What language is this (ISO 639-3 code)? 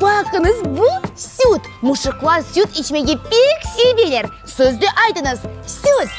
crh